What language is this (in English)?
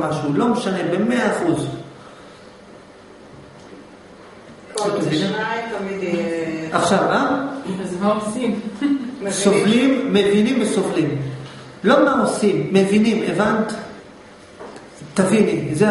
Hebrew